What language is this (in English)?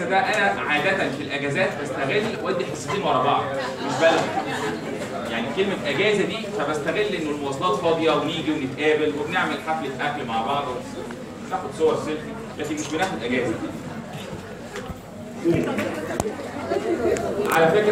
Egyptian Arabic